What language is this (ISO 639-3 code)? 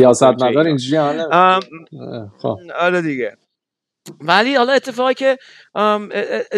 fas